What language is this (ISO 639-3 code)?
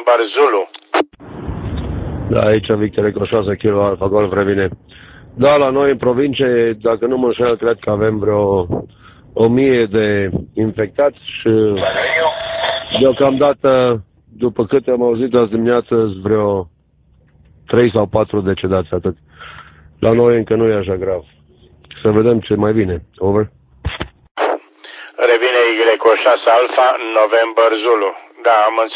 ron